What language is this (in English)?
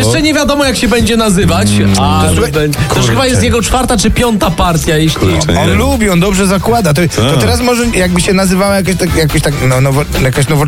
Polish